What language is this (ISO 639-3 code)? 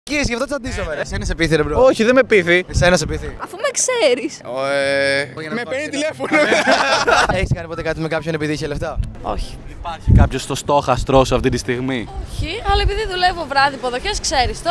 ell